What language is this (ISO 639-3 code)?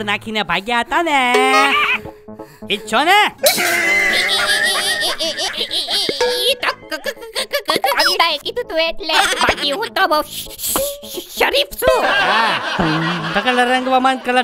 guj